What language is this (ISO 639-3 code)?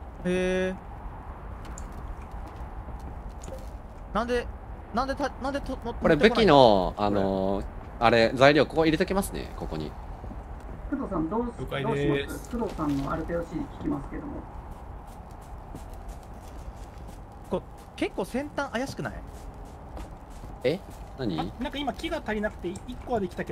jpn